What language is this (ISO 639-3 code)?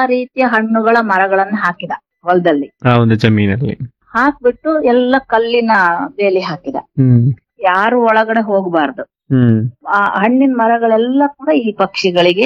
kan